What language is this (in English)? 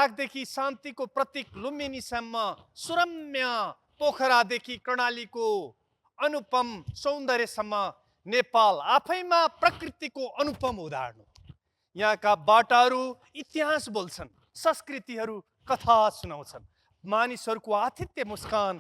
Nepali